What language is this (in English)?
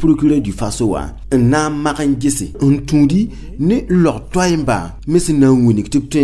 Mossi